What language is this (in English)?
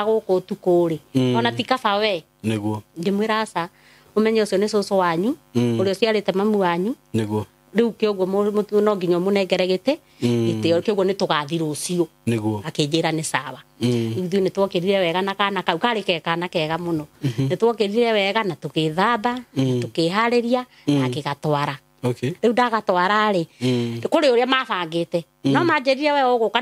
Kikuyu